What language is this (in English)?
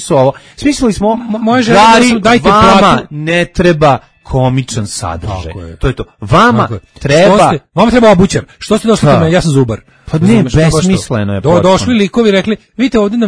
Serbian